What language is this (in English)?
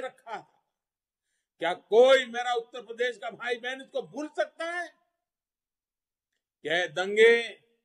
Hindi